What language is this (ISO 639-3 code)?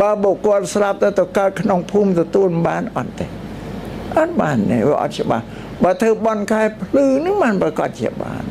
khm